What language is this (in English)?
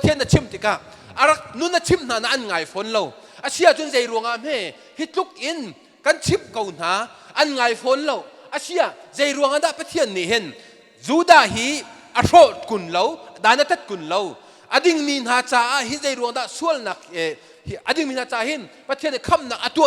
Hakha Chin